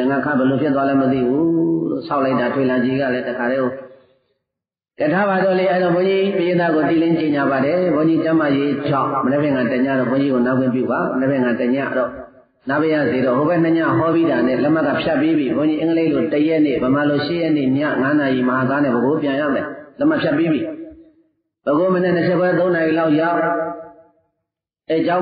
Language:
Burmese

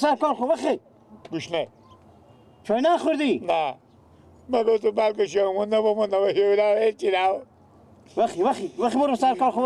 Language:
Persian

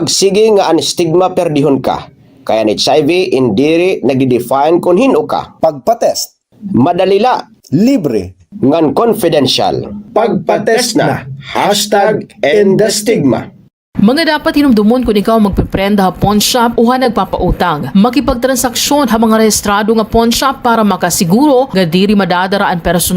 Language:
Waray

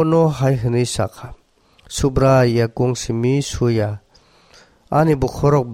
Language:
Kok Borok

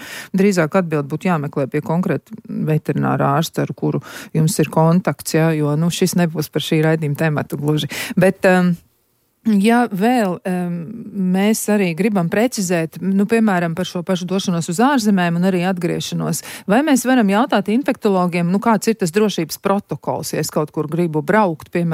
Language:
Latvian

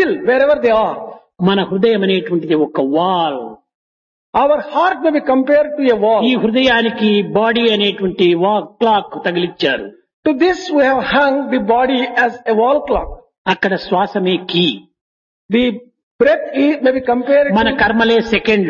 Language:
Telugu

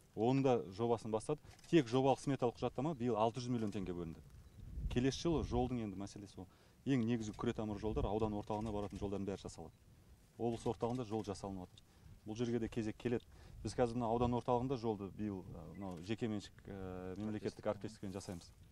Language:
Kazakh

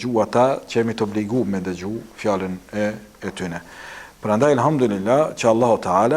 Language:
Albanian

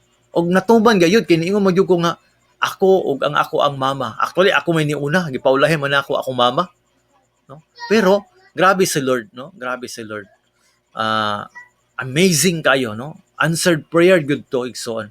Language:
Cebuano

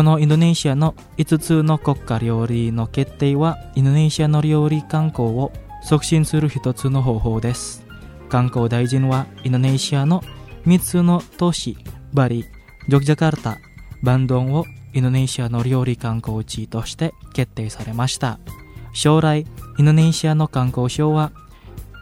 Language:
Japanese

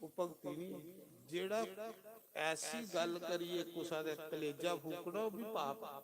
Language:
Dogri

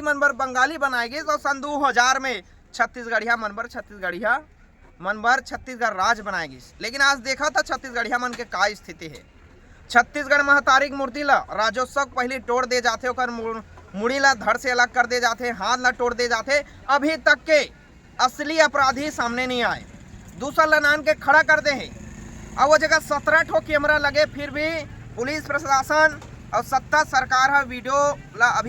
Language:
Chhattisgarhi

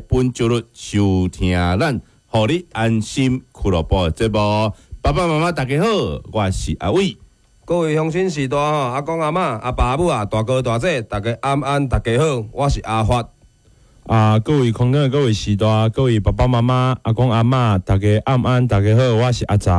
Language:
Min Nan Chinese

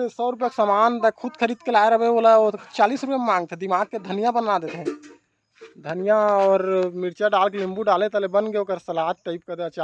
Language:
Chhattisgarhi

